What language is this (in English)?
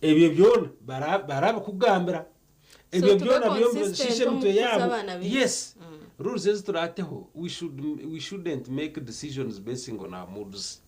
Nyankole